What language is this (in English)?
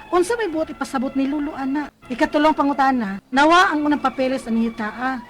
Cebuano